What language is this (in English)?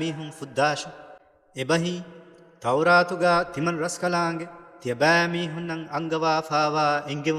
Divehi